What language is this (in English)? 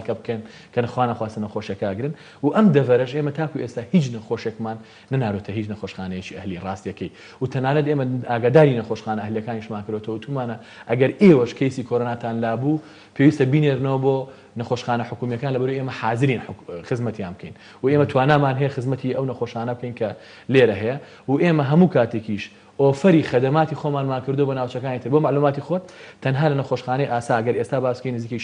Central Kurdish